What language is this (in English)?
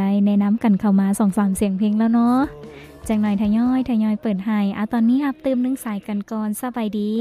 Lao